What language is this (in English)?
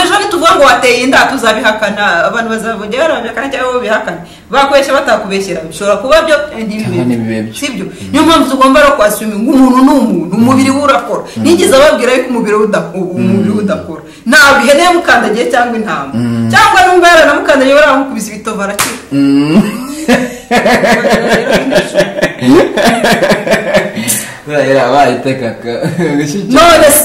Kinyarwanda